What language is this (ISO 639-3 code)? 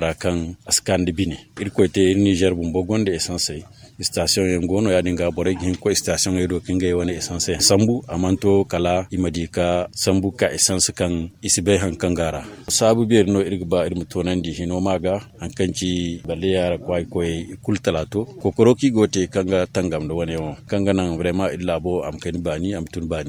dje